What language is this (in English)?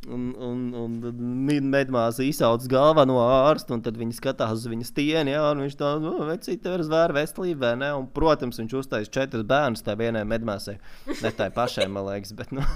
Latvian